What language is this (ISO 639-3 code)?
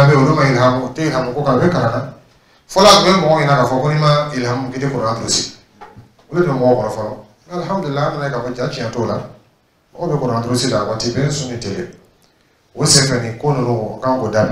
dyu